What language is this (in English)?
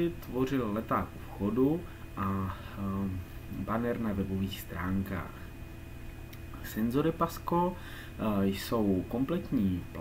Czech